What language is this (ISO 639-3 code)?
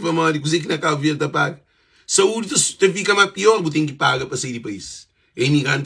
kea